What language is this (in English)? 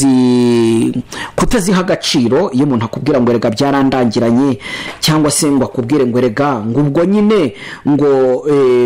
Kinyarwanda